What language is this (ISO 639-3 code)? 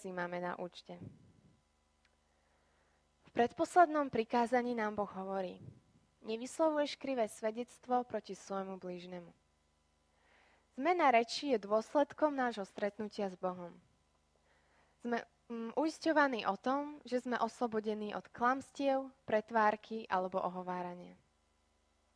slk